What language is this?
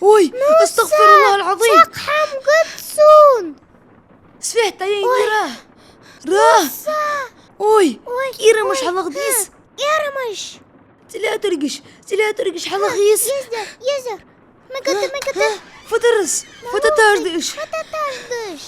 Ingush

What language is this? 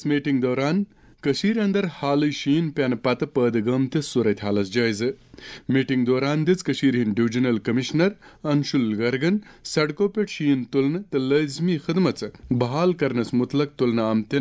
Kashmiri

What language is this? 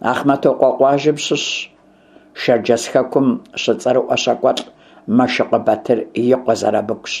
Kabardian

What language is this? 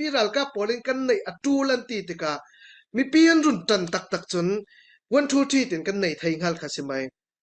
Falam Chin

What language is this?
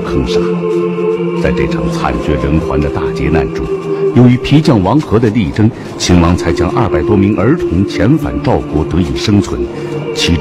Chinese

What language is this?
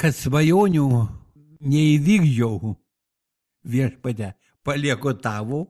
Lithuanian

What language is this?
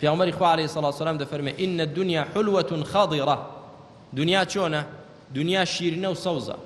Central Kurdish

